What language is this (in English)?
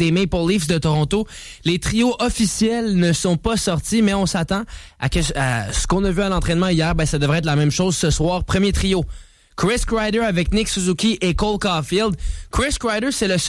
French